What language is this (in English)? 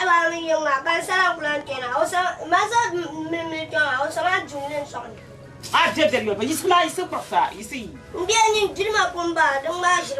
Dagbani